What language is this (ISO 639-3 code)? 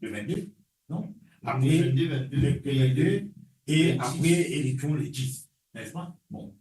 mfe